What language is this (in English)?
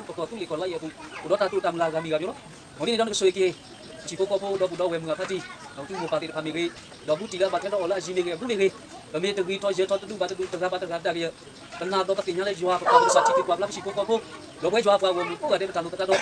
S'gaw Karen